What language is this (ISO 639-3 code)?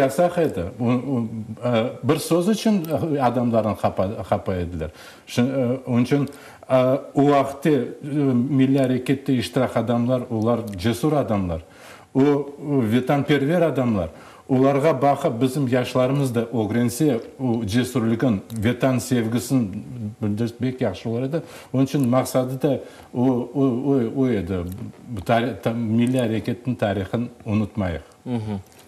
crh